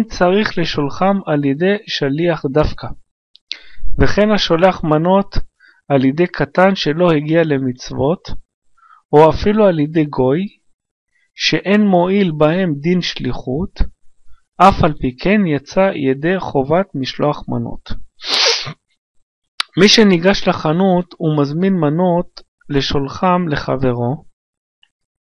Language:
Hebrew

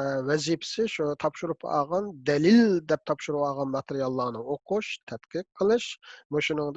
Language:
Uyghur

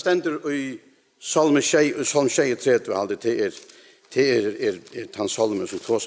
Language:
Faroese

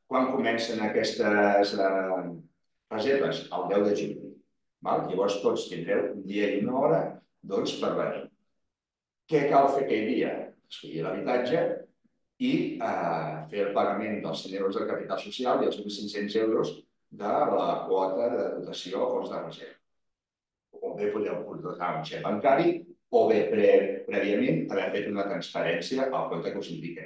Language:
Catalan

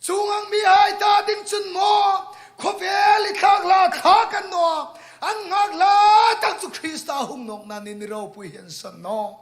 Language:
Hmar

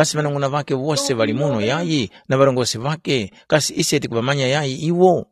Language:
Tumbuka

